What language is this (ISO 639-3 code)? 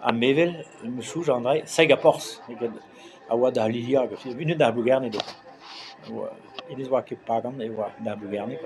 bre